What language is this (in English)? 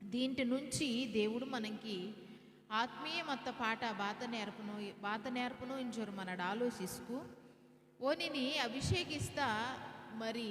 Koya